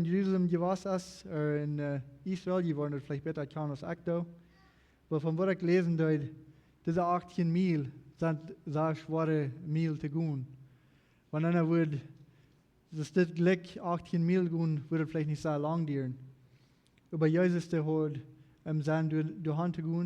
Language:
Plautdietsch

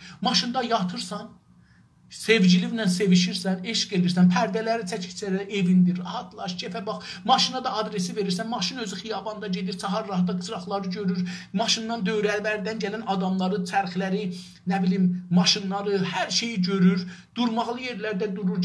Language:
South Azerbaijani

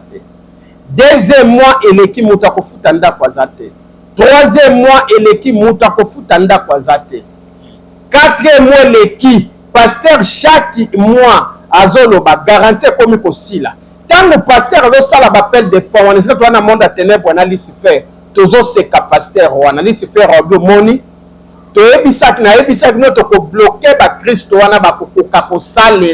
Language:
Lingala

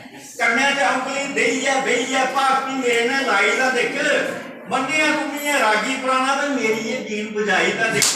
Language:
Dogri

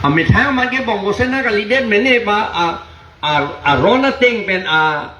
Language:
Karbi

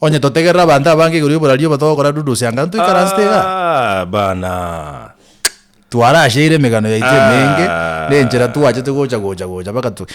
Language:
Gusii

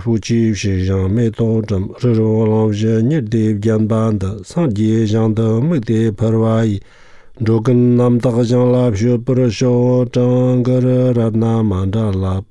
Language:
Latvian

